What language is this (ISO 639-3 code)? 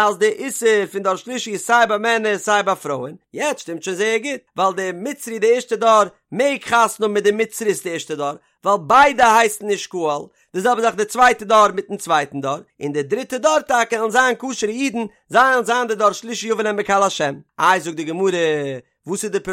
yid